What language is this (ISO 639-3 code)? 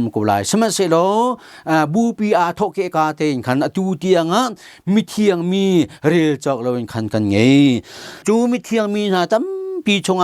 cnh